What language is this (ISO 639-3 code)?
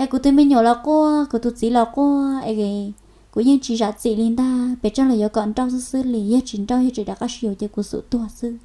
hmn